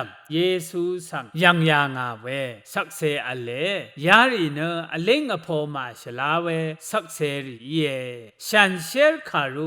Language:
Rawang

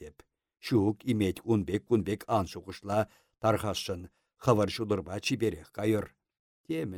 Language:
Chuvash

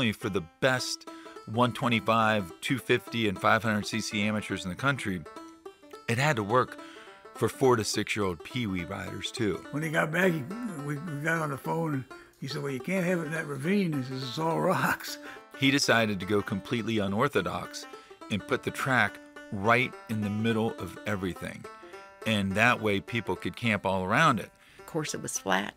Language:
English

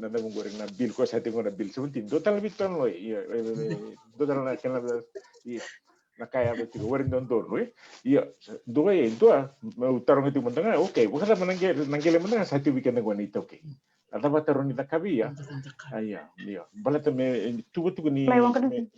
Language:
Fijian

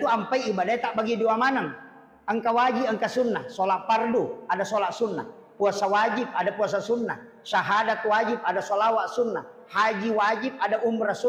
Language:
Buginese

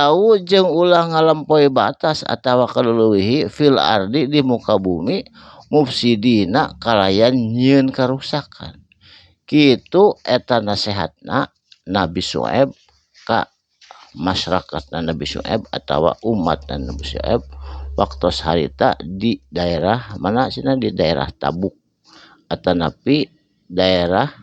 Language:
Sundanese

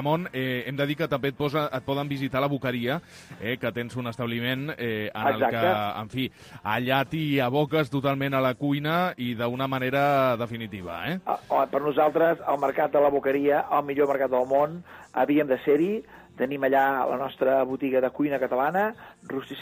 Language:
Catalan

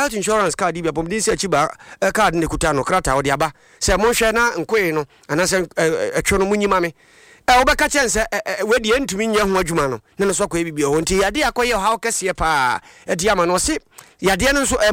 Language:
Akan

